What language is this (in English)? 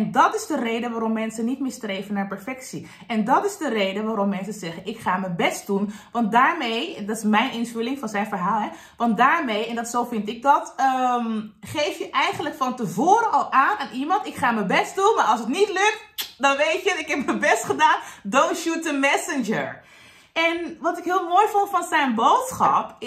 Dutch